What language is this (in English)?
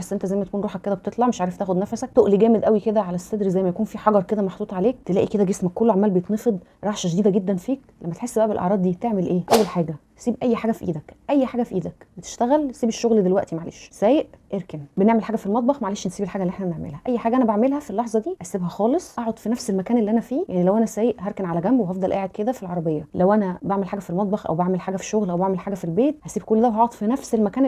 Egyptian Arabic